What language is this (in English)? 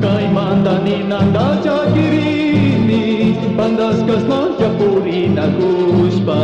Chimborazo Highland Quichua